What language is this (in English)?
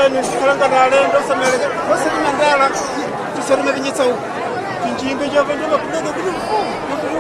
Nyanja